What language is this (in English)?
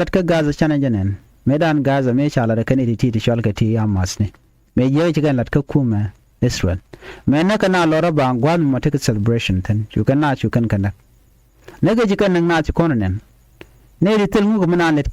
Nuer